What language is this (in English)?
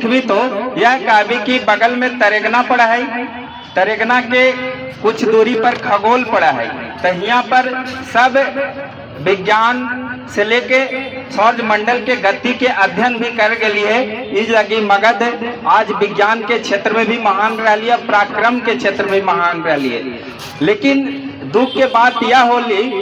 Magahi